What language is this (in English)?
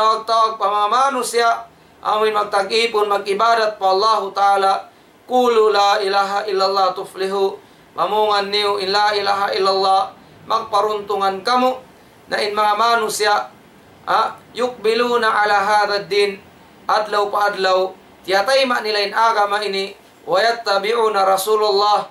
Tausug